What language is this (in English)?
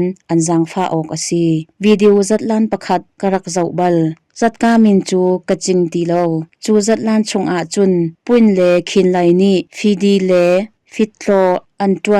Hakha Chin